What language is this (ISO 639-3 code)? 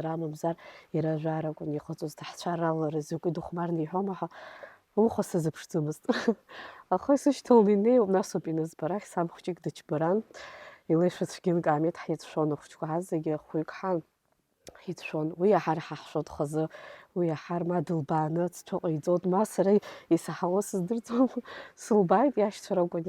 abk